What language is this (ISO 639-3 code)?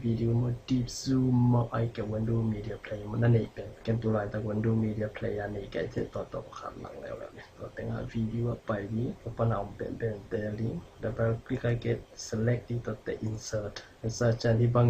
ctd